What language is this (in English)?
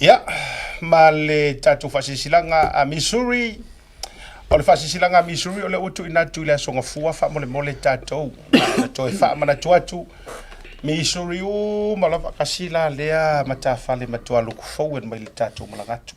Samoan